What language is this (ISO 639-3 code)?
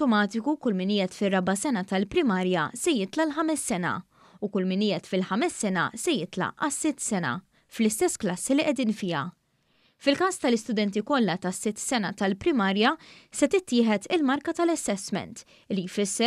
mlt